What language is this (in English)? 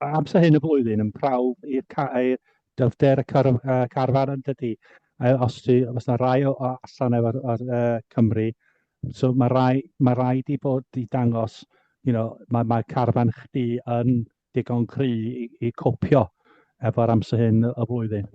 Welsh